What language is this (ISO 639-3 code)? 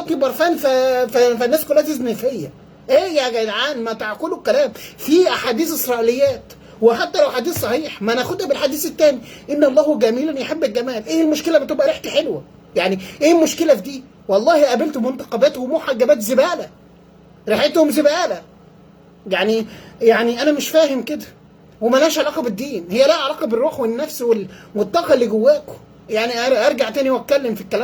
arz